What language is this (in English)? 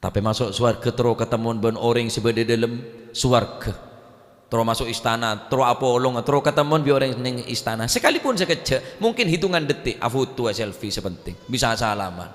Madurese